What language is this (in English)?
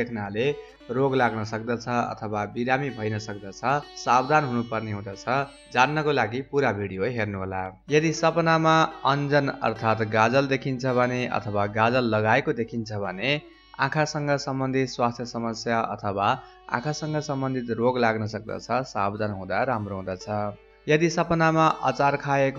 Nepali